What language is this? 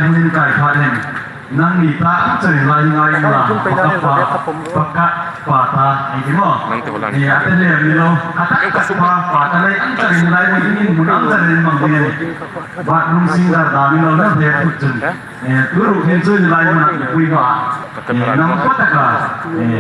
Hmar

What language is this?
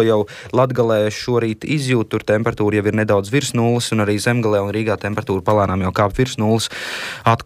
Latvian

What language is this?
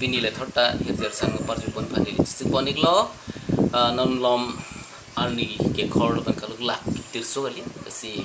Karbi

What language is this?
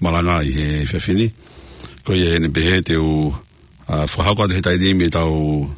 Tongan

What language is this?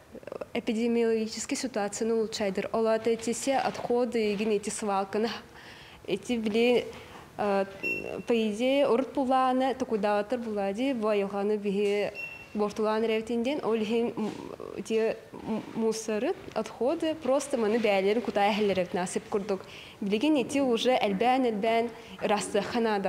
Yakut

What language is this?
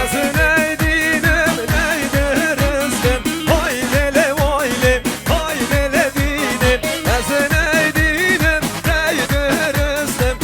Kurdish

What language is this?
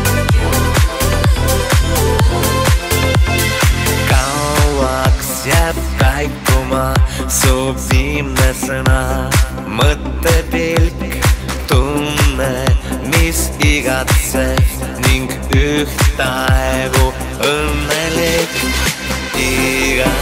Estonian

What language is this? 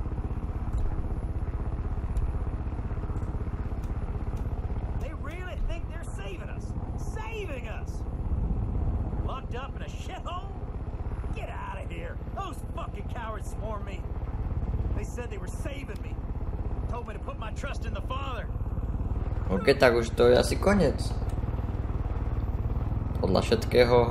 Slovak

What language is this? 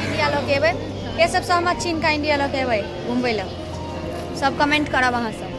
Maithili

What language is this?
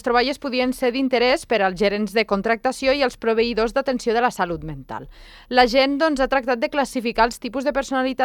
Catalan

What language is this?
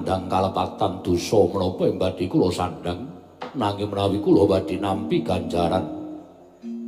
Javanese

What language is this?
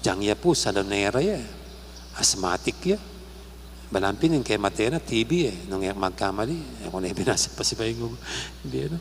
Pampanga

